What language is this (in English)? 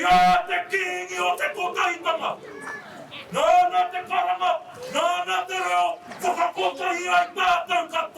Māori